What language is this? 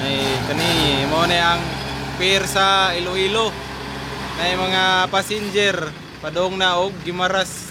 Cebuano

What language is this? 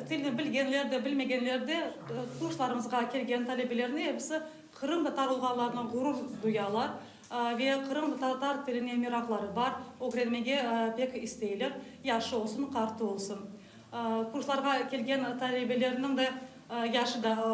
Crimean Tatar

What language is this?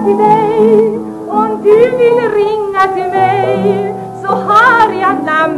Swedish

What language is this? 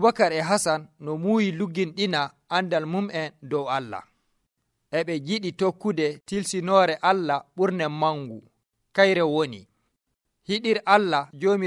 Nigerian Fulfulde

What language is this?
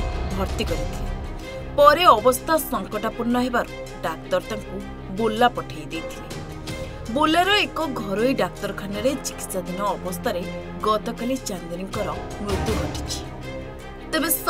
Odia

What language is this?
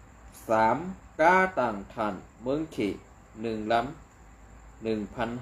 Shan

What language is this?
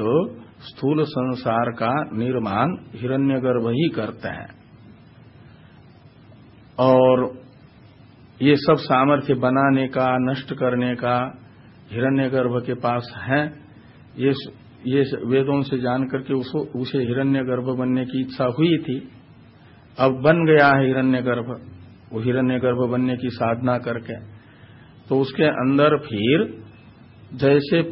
Hindi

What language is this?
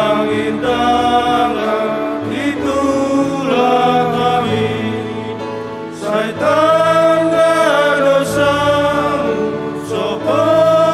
Batak Simalungun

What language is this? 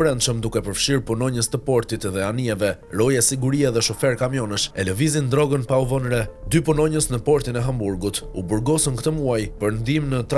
Albanian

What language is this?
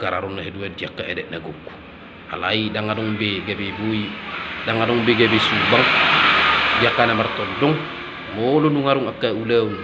Batak Toba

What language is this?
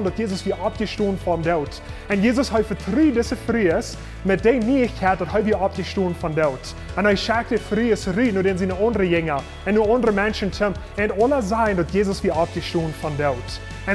Plautdietsch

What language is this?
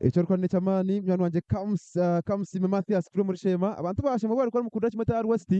Nyankole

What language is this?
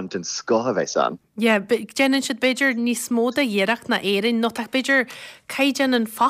Irish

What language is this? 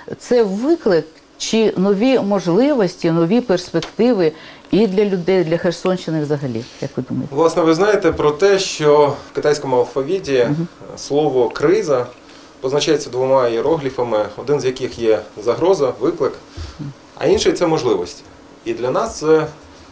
Ukrainian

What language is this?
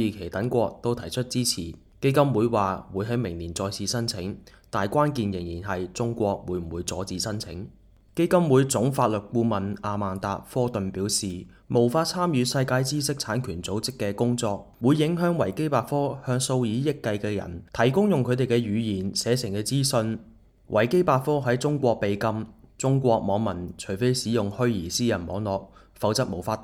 Cantonese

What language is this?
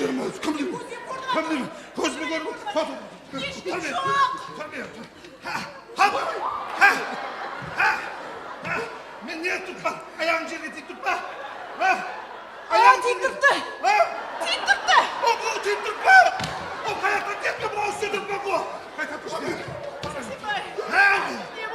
Kara-Kalpak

